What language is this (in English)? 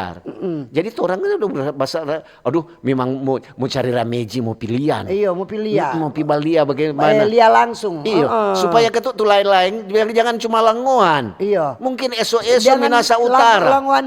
Manado Malay